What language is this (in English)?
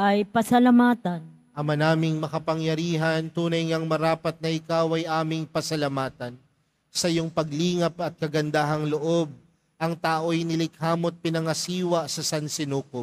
Filipino